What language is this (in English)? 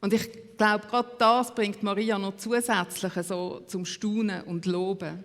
Swiss German